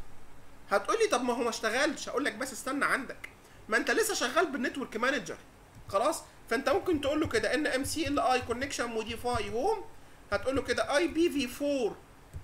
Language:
Egyptian Arabic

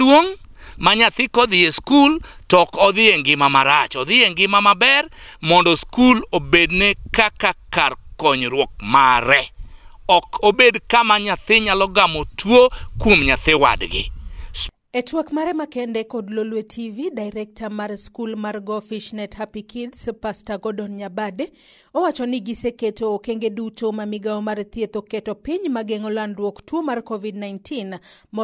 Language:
Luo (Kenya and Tanzania)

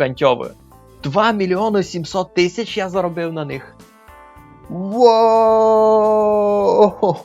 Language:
Rusyn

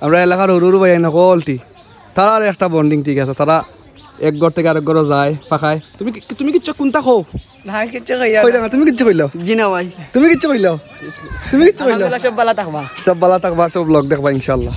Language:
Sylheti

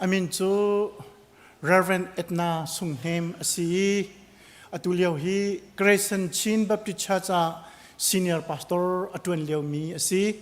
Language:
Hakha Chin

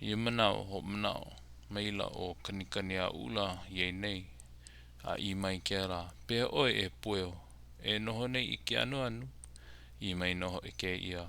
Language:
Hawaiian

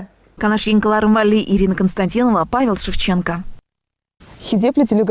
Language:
Chuvash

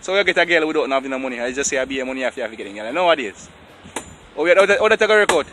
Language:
Jamaican Creole English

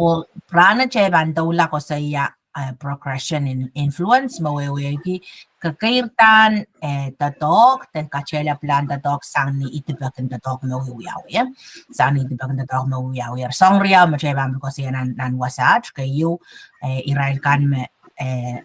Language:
Pohnpeian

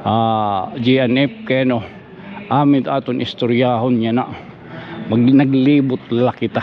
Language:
Waray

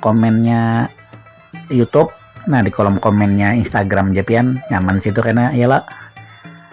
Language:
Banjar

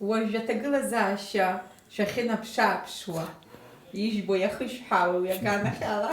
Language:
Abkhazian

